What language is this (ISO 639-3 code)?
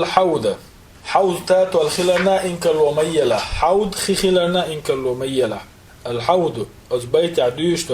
che